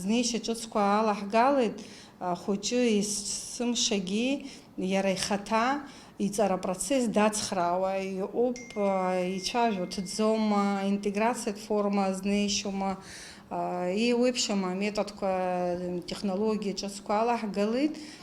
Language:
Abkhazian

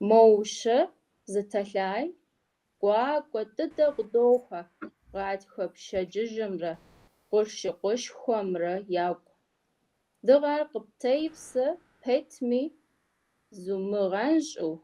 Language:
Kabardian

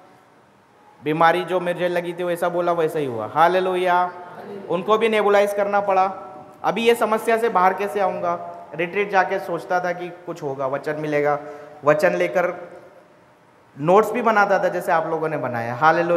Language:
Hindi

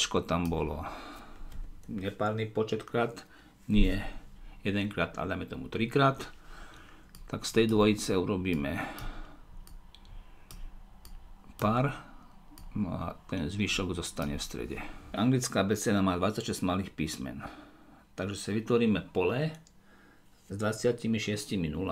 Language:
Slovak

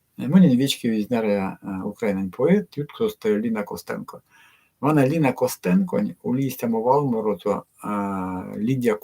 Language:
Erzya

